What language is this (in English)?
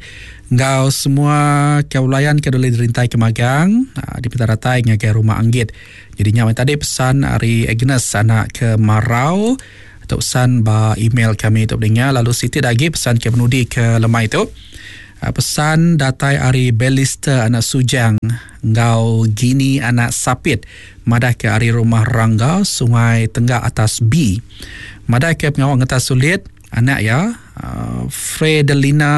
Iban